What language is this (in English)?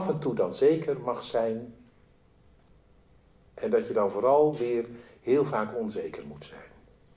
Dutch